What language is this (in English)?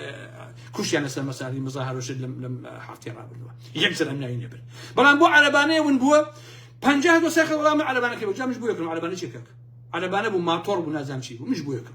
Central Kurdish